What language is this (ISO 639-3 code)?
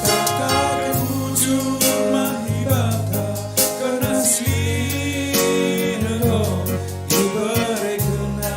btx